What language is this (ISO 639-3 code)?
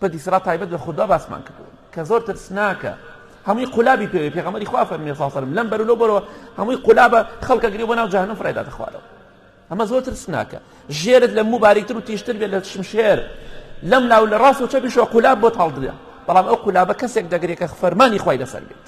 ckb